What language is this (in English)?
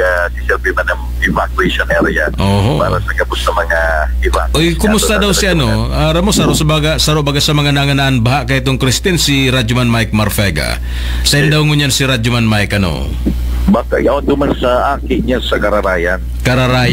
Bikol